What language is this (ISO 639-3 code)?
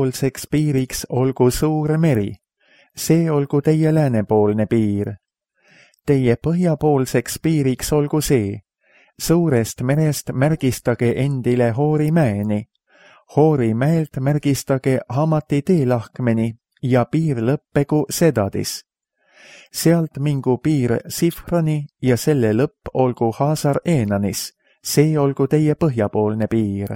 est